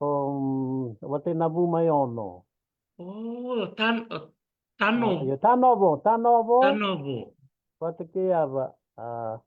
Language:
Fijian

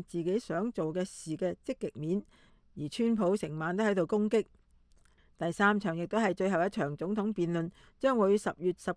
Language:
Cantonese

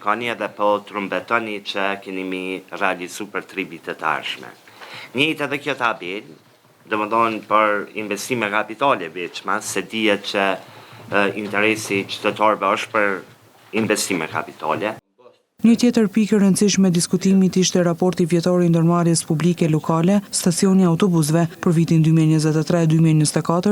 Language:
Albanian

